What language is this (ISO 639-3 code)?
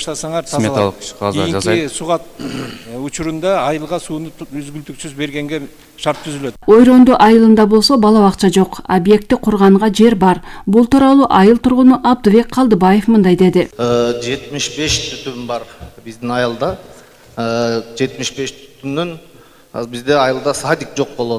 kir